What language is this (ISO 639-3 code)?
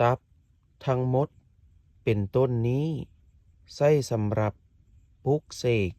lao